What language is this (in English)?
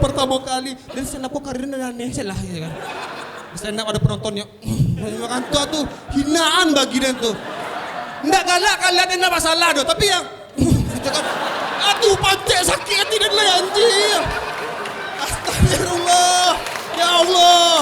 Minangkabau